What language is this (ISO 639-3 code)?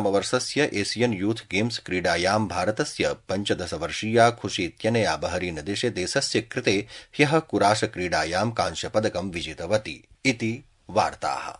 san